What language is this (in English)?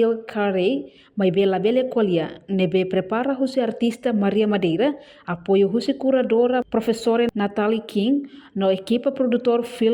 Tetum